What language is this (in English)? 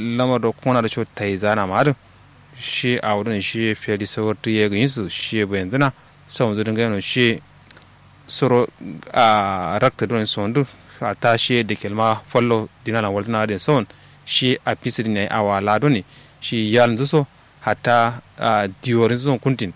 Kanuri